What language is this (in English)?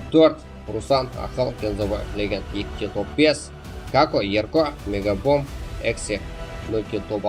Kara-Kalpak